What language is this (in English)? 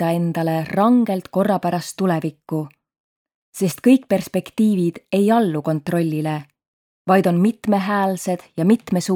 Estonian